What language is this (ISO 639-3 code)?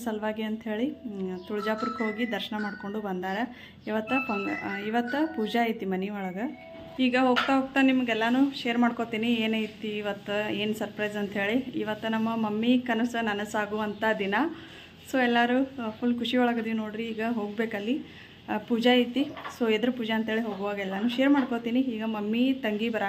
kan